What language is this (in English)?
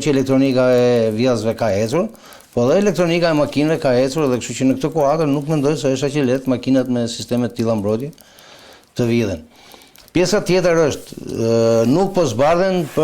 Albanian